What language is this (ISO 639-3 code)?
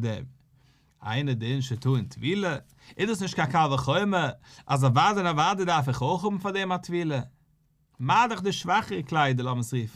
yid